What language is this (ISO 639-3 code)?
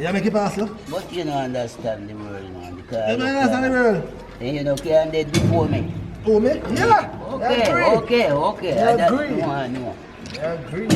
jam